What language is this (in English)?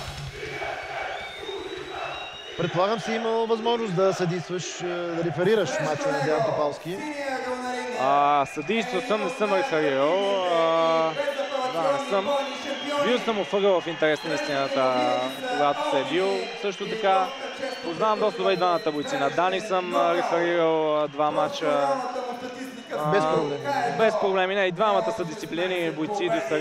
Bulgarian